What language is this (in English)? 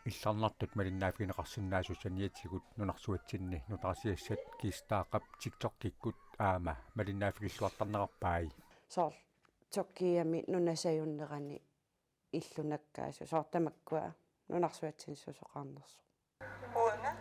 Kalaallisut